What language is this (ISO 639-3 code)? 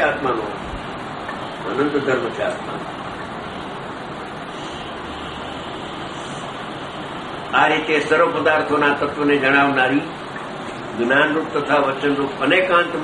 guj